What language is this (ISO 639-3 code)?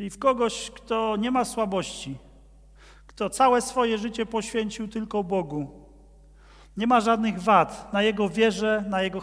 pol